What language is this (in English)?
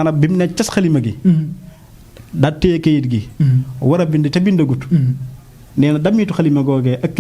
Wolof